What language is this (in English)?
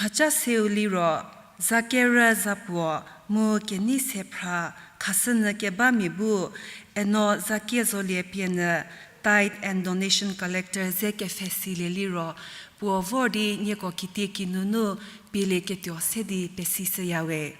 Angami Naga